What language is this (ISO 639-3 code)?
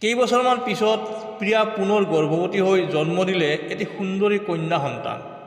asm